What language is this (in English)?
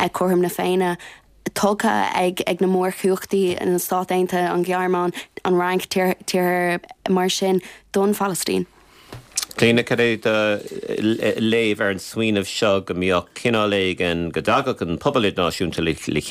Irish